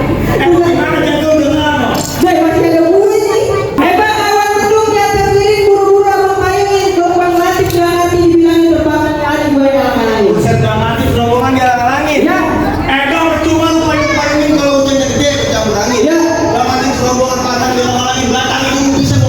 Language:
Betawi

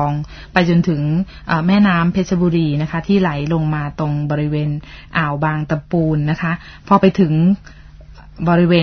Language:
Thai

